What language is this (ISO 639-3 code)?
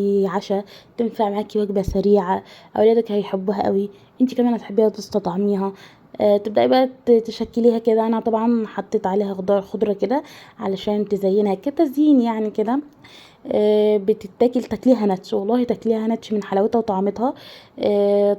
arz